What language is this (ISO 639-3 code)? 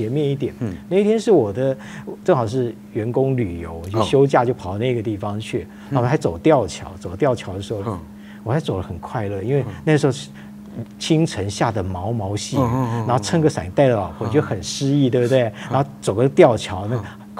zho